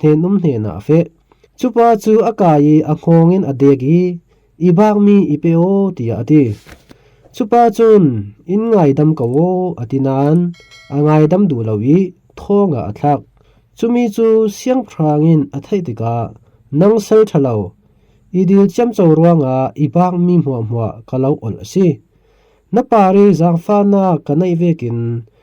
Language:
Falam Chin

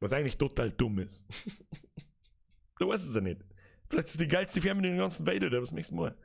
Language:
Bavarian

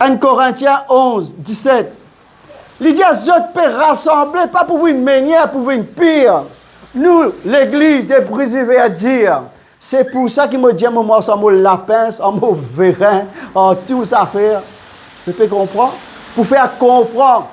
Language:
Morisyen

